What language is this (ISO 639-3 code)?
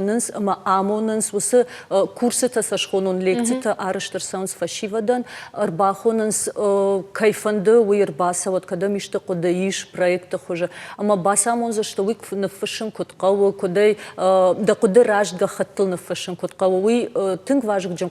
oss